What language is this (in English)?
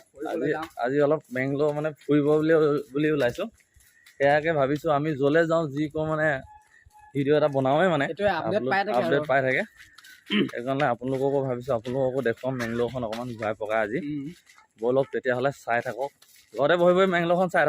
Assamese